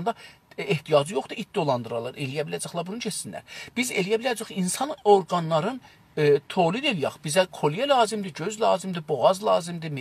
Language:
South Azerbaijani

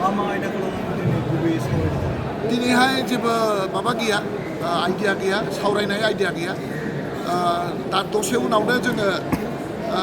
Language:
Bodo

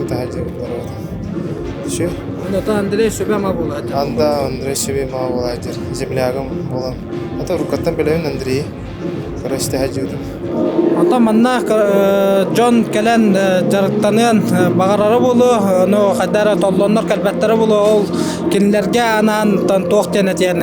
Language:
Yakut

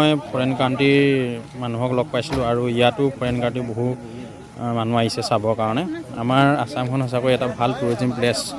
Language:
Assamese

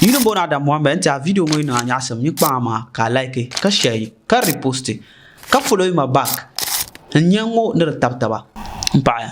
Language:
Dagbani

